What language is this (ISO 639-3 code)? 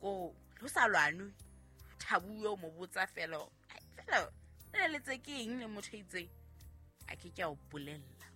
sot